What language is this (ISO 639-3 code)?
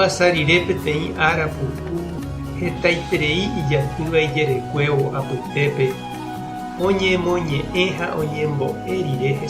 grn